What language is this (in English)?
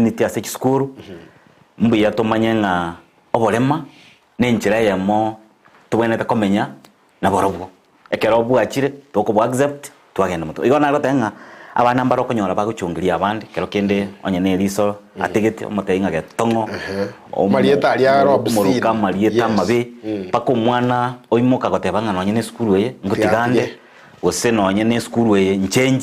Gusii